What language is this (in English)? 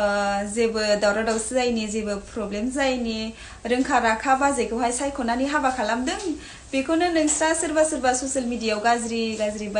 Bodo